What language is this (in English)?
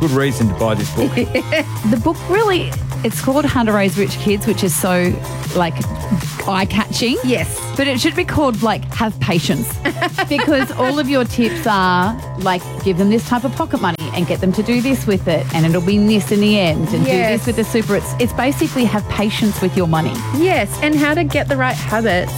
English